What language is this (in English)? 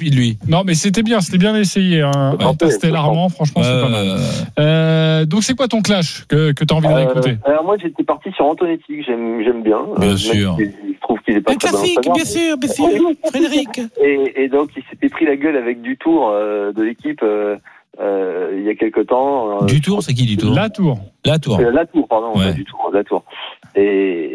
French